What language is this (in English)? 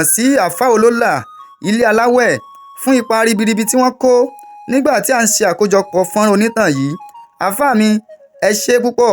Yoruba